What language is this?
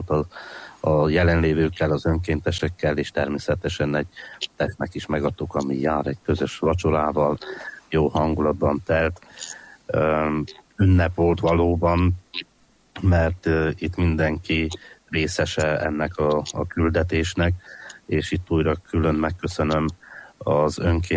Hungarian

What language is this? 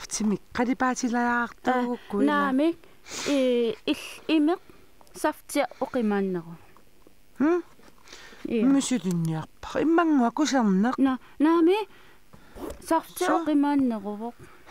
Kalaallisut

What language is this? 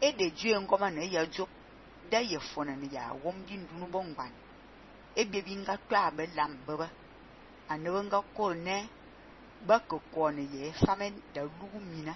Fang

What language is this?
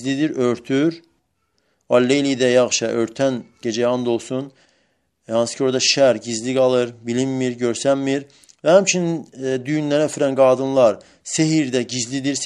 Azerbaijani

